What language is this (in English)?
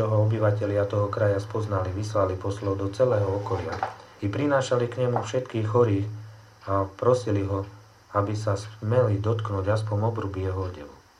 Slovak